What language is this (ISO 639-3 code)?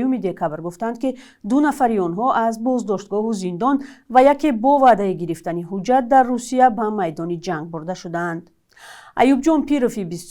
tgk